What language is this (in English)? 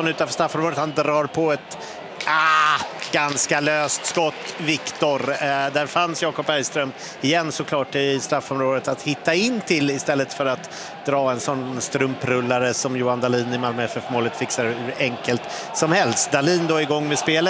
Swedish